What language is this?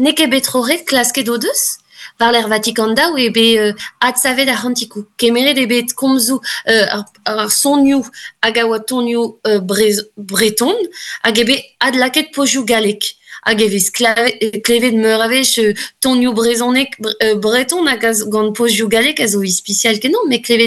Breton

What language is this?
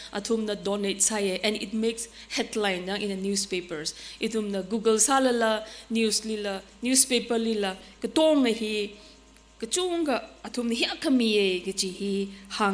Tangkhul Naga (India)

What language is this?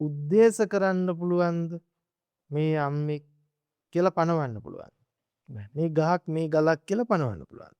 Sinhala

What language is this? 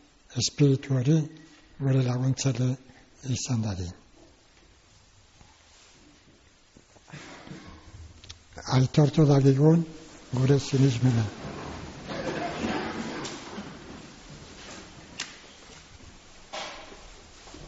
Basque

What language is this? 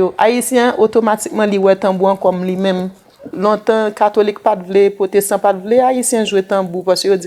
Haitian Creole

